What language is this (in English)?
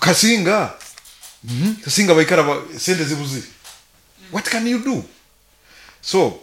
Nyoro